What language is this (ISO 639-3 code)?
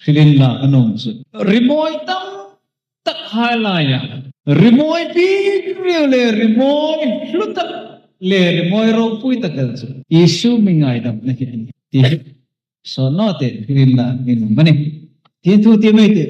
hmr